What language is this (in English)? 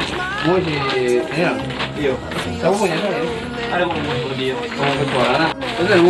Manado Malay